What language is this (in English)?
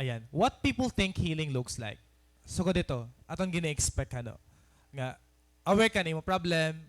Waray